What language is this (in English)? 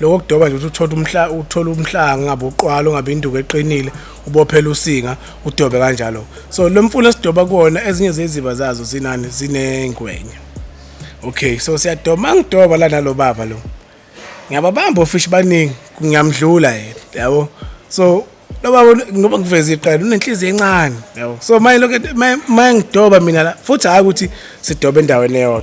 Zulu